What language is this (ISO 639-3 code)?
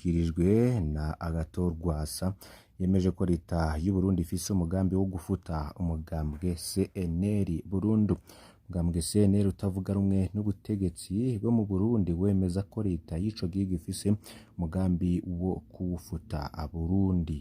run